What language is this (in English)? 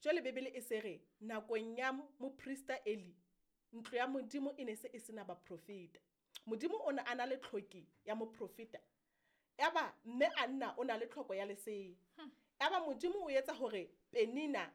Southern Sotho